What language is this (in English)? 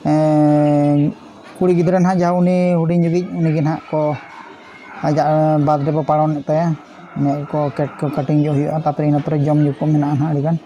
Santali